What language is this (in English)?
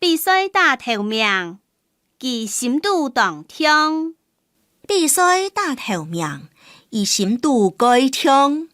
Hakka Chinese